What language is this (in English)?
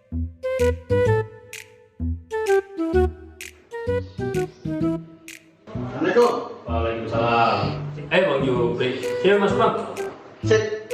Betawi